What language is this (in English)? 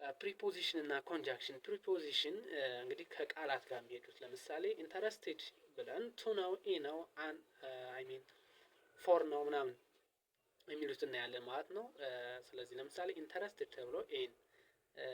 Amharic